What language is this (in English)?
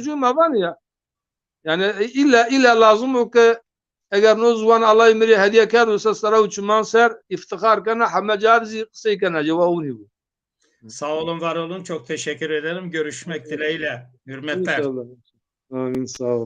Zaza